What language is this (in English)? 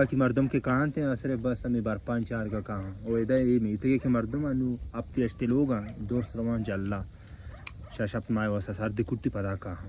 Baluchi